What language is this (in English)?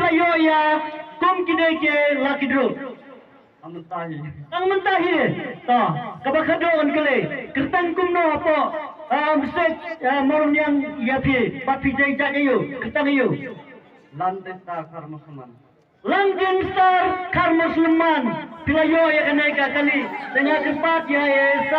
Khasi